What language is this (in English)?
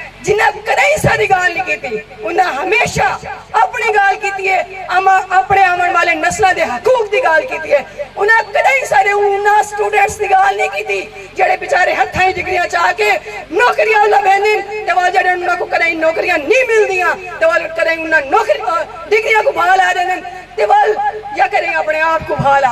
Saraiki